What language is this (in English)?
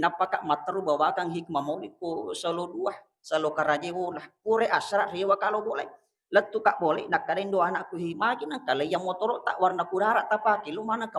Buginese